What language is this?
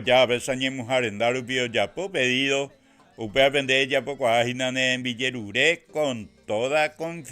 Guarani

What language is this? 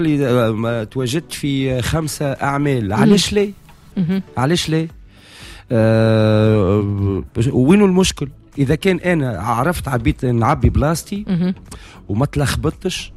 Tunisian Arabic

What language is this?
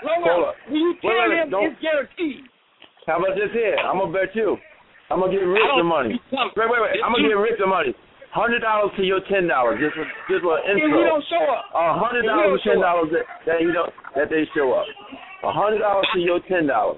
English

